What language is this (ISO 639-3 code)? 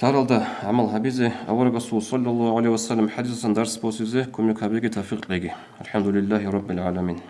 ava